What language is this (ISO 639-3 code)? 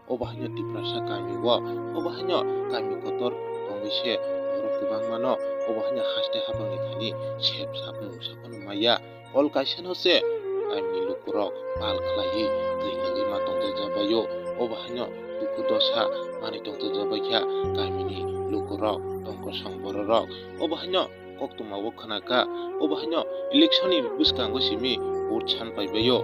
trp